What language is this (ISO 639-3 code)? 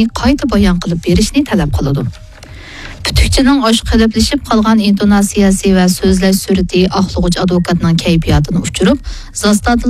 uig